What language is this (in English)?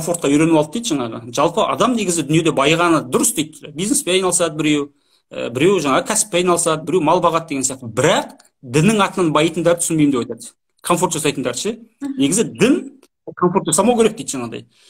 Kazakh